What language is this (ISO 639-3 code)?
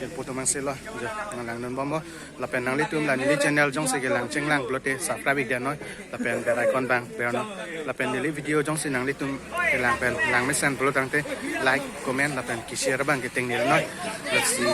mjw